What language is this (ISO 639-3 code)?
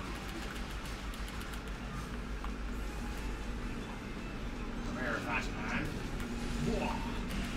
eng